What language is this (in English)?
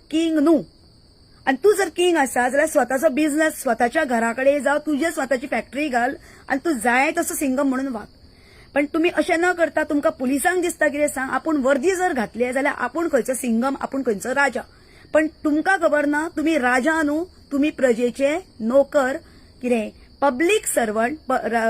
Konkani